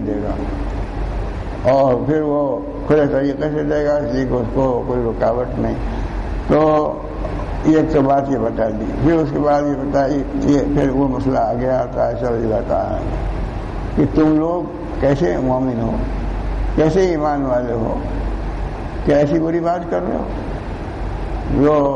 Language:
Urdu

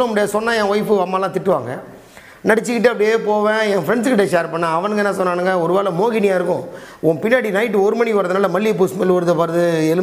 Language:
Tamil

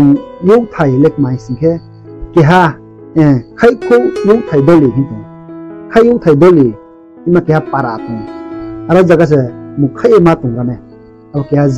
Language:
Riang (India)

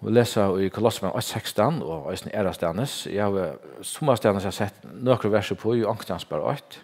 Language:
Faroese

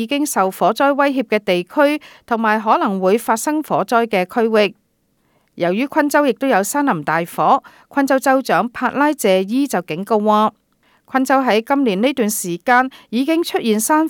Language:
Cantonese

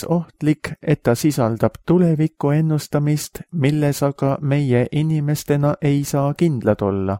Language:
Estonian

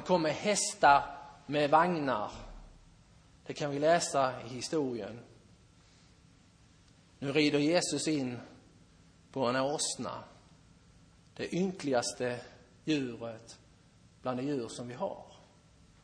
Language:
Swedish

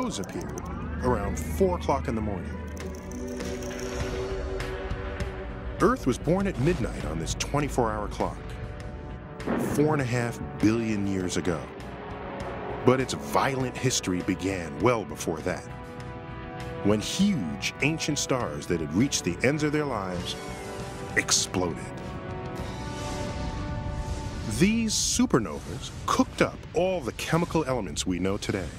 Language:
English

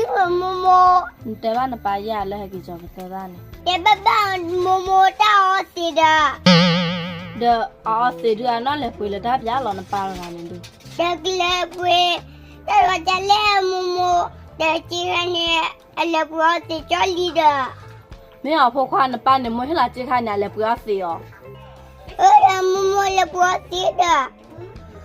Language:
S'gaw Karen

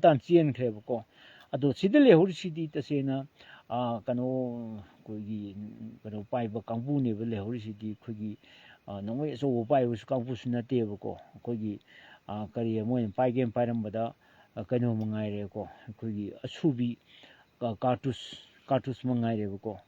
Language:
Manipuri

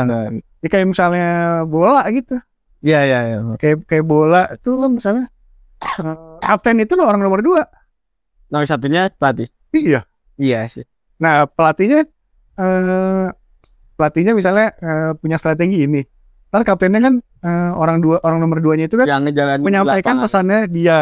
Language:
Indonesian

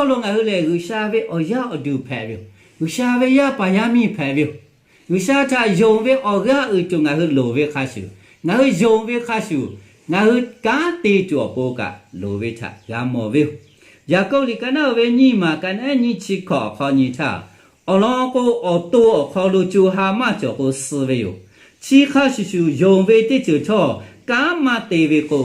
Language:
Lahu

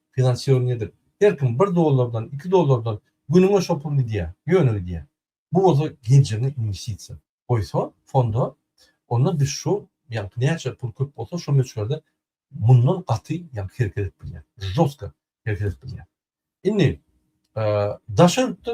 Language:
Turkmen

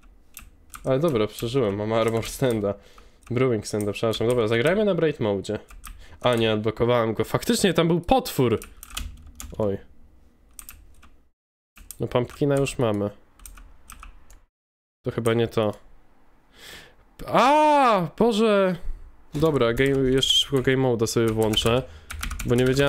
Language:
Polish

